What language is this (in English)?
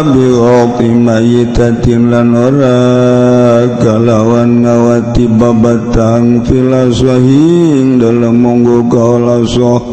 Sundanese